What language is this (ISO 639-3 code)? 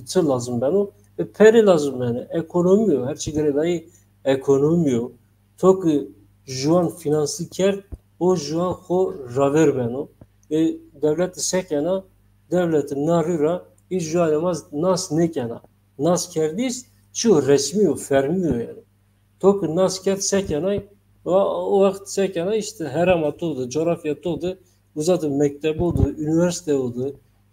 zza